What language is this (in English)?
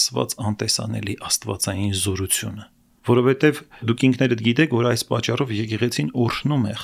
Armenian